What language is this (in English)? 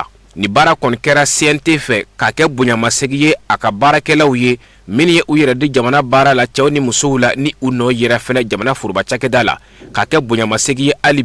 Bambara